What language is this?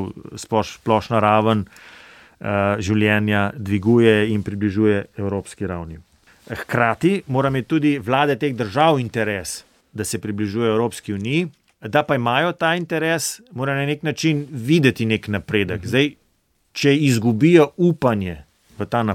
Slovenian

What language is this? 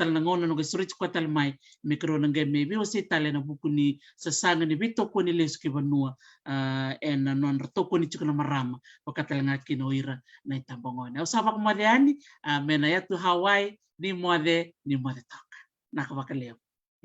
Fijian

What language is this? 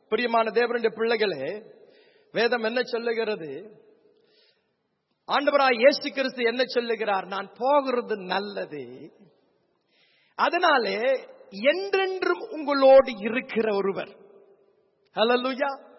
Tamil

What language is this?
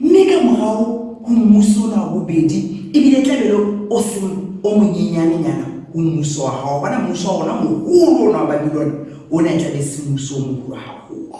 Southern Sotho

